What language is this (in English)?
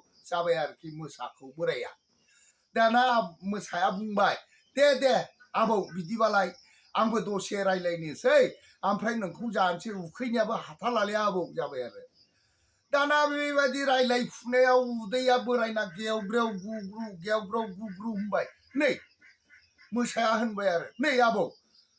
Bodo